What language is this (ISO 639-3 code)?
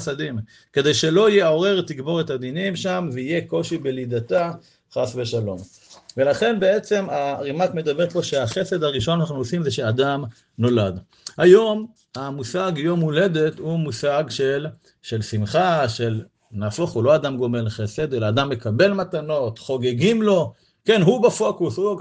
heb